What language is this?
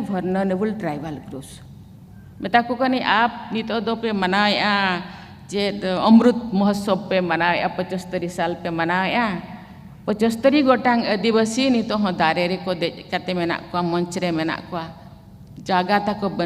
Santali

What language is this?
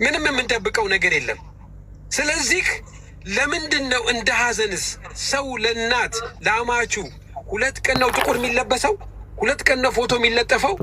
Amharic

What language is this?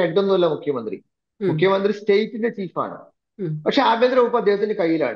Malayalam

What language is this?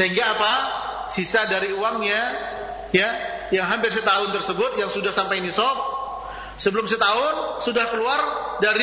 Indonesian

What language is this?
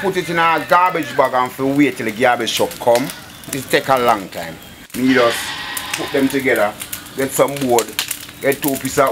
Jamaican Creole English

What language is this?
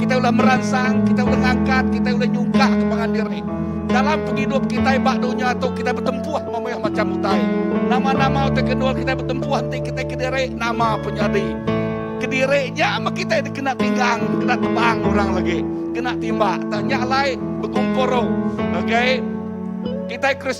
Iban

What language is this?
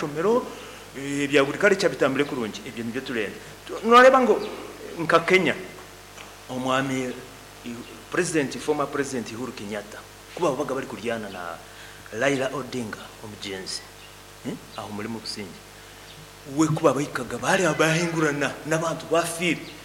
Nyankole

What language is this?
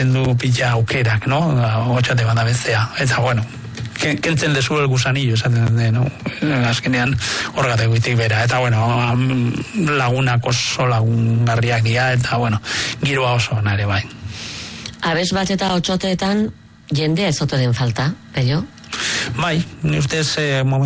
Basque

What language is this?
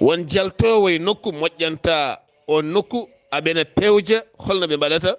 Fula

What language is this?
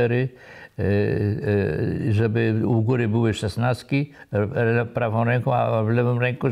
Polish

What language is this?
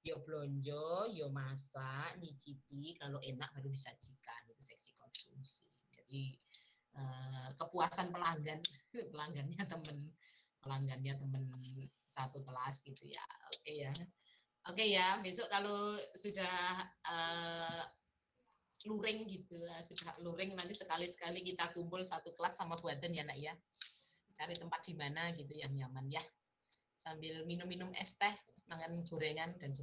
Indonesian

